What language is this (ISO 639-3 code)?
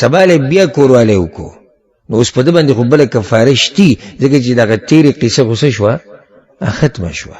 pus